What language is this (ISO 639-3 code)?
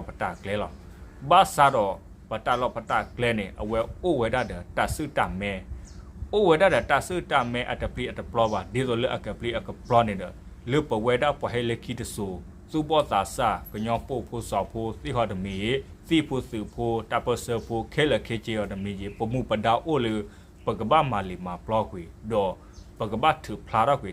ksw